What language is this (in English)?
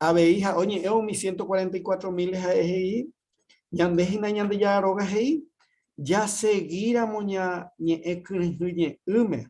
Guarani